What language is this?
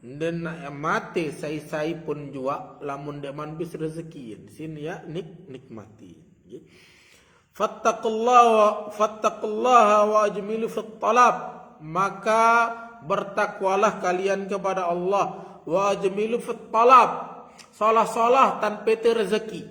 Sasak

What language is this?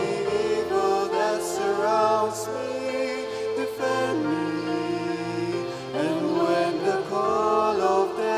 Pampanga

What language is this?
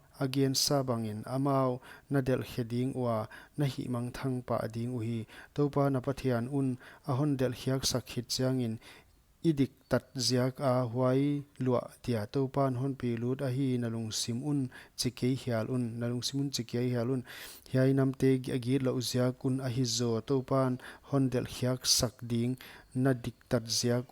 Paite Chin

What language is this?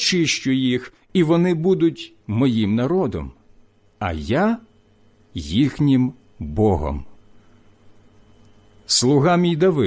Ukrainian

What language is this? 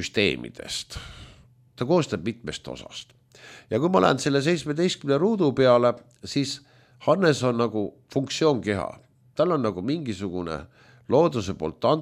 Estonian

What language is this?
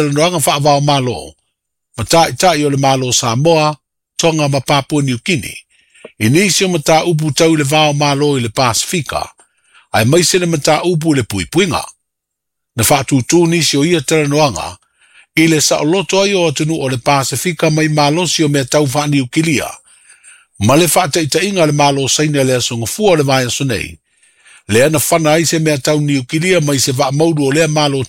Samoan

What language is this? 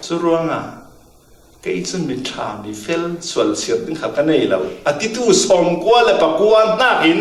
Falam Chin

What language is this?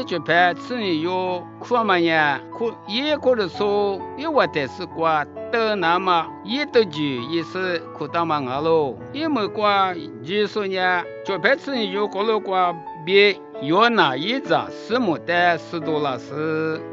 Lisu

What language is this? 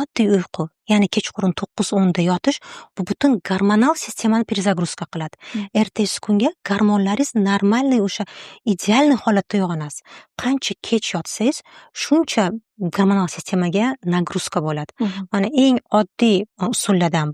Uzbek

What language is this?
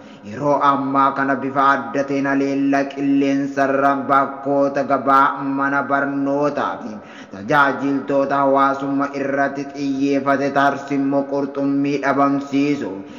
Oromo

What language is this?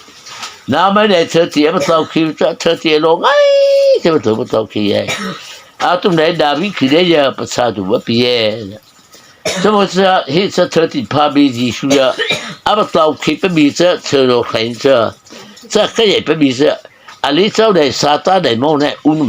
Mara Chin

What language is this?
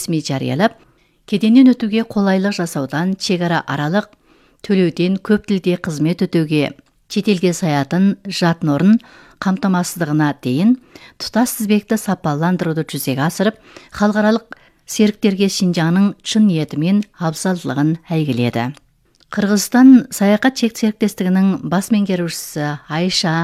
Kazakh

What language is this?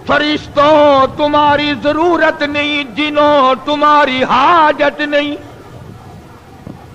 Urdu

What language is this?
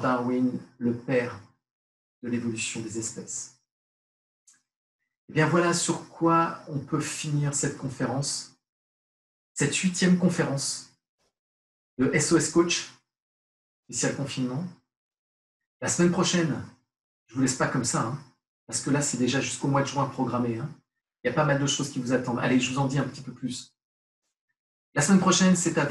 French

